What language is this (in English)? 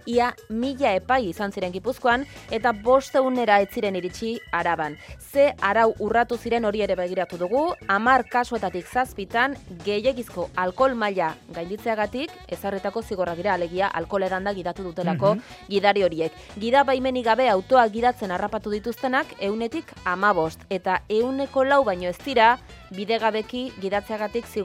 Basque